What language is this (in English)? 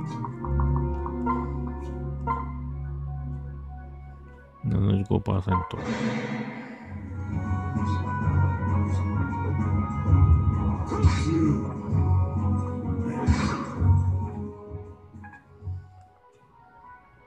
Japanese